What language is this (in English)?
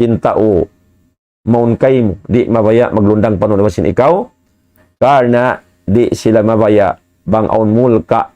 Tausug